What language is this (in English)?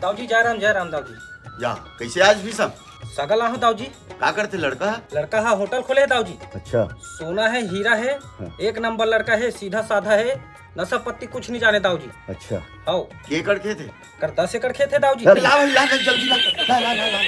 Chhattisgarhi